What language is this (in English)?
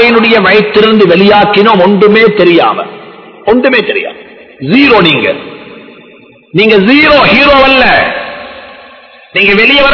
Tamil